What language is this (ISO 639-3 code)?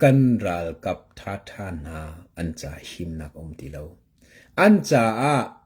cnh